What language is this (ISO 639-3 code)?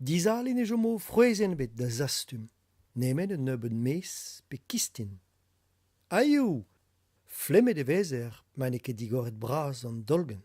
bre